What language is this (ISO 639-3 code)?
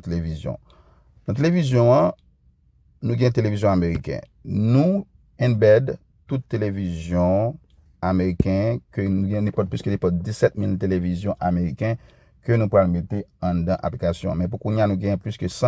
hat